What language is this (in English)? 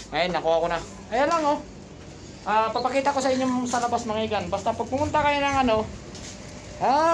Filipino